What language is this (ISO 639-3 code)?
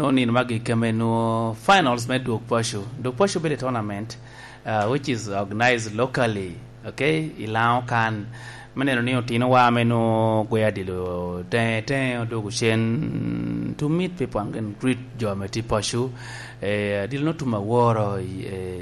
laj